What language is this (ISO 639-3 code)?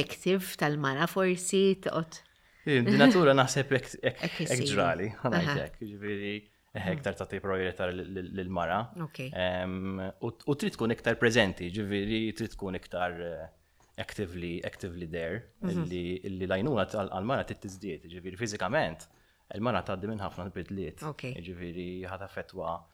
mlt